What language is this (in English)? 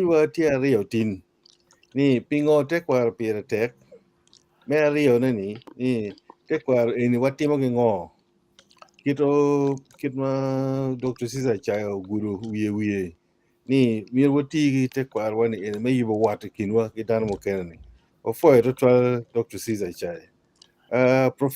Acoli